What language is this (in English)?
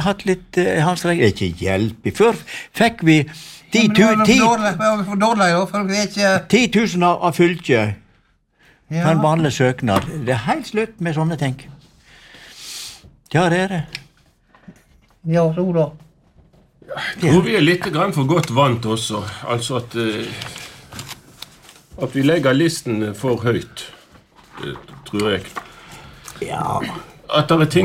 Norwegian